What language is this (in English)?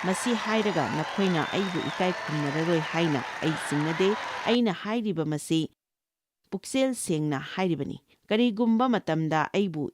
Manipuri